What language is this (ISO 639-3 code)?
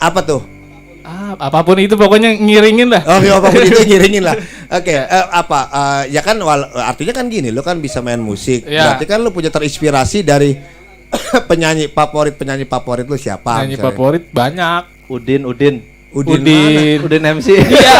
bew